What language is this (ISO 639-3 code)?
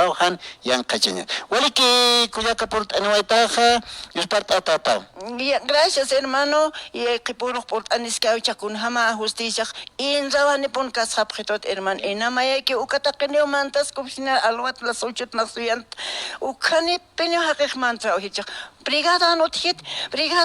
aym